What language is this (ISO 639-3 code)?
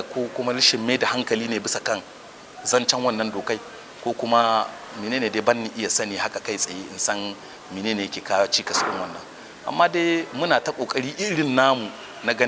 hau